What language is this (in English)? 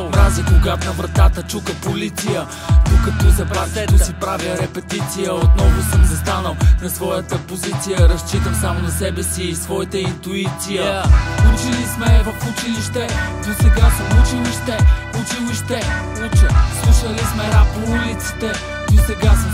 Bulgarian